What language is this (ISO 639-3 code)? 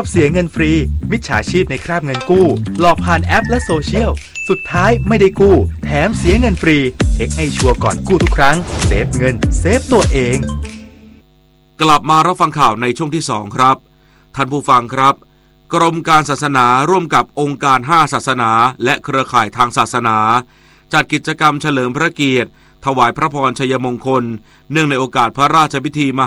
tha